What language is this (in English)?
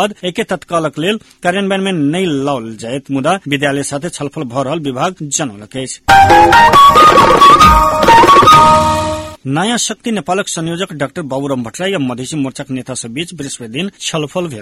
Maithili